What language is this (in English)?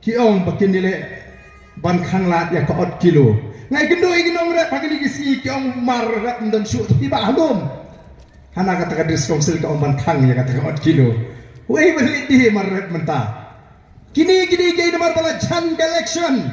Khasi